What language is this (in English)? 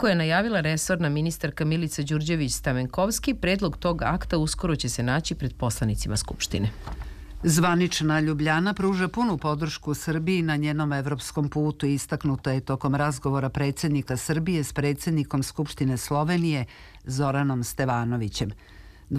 Serbian